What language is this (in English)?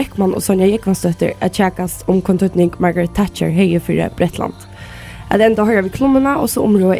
Faroese